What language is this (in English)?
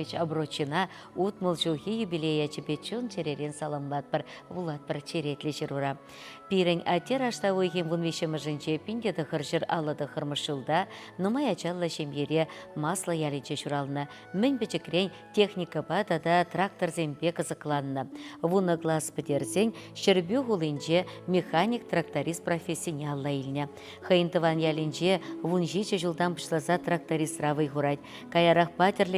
Chuvash